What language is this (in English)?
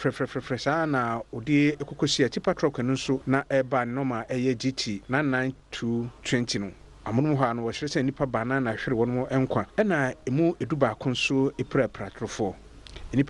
Akan